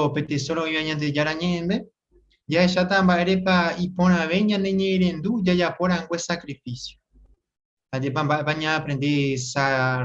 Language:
Guarani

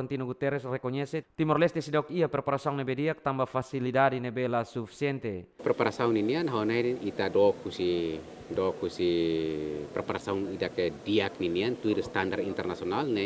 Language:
Tetum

